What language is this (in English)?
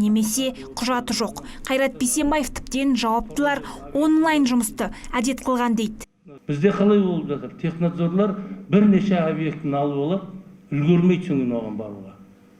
Kazakh